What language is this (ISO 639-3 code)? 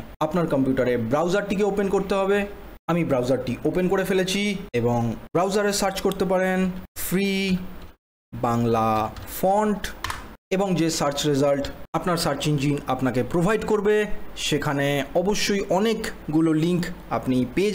ben